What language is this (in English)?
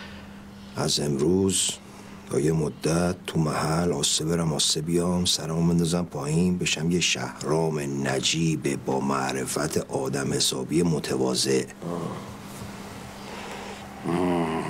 Persian